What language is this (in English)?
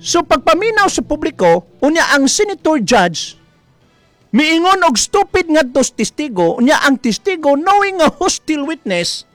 Cebuano